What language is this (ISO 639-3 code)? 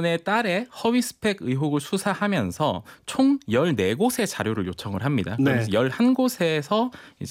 kor